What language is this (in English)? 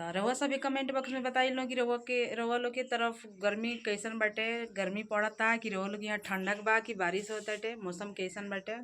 Bhojpuri